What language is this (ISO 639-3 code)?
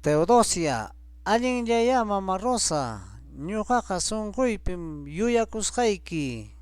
quy